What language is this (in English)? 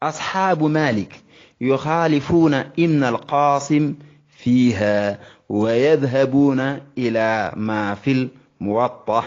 Wolof